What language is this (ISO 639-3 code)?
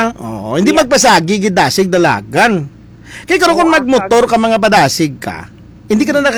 hil